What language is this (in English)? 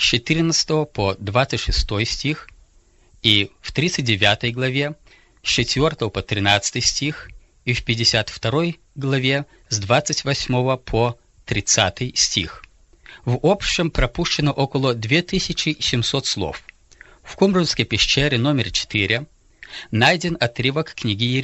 Russian